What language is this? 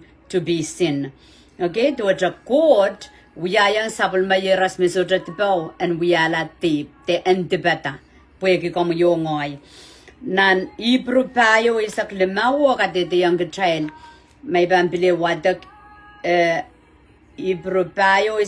Pohnpeian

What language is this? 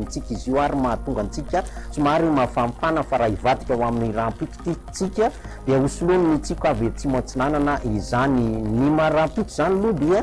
Malagasy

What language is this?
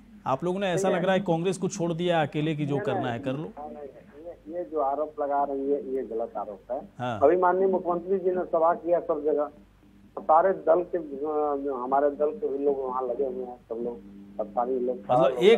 Hindi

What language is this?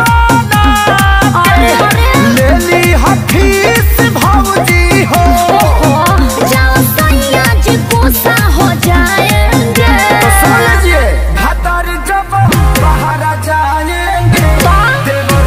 Bhojpuri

